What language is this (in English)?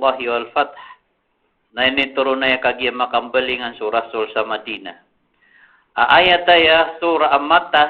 Maranao